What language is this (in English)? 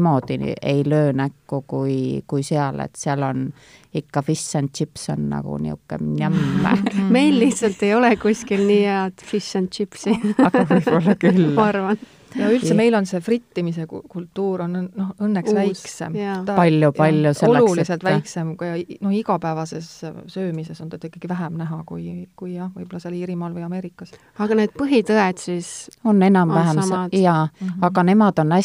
Estonian